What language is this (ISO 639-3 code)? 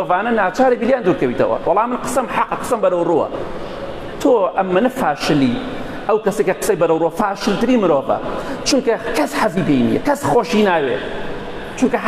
ckb